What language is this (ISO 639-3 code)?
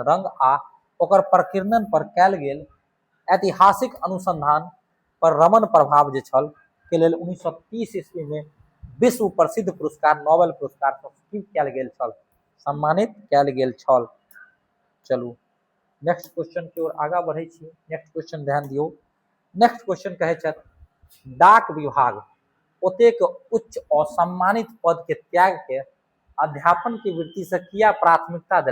mai